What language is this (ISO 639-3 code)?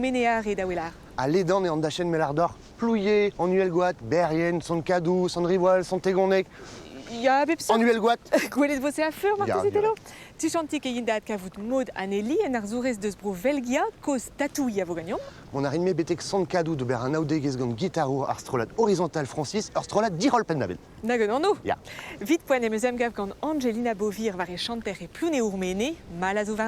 bre